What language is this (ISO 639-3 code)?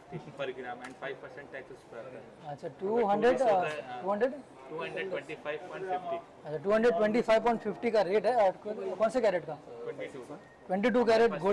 hin